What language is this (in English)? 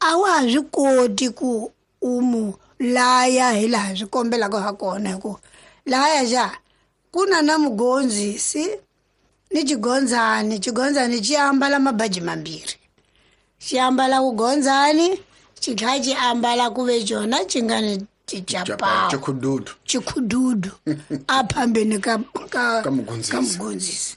Tsonga